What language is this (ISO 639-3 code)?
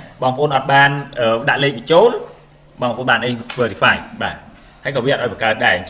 khm